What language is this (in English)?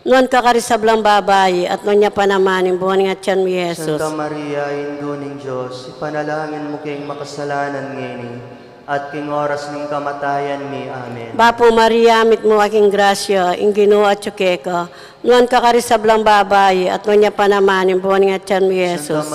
Pampanga